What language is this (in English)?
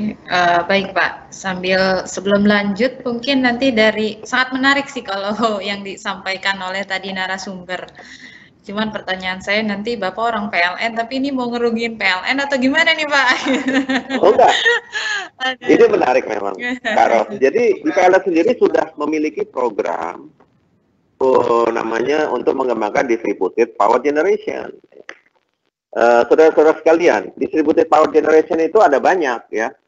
Indonesian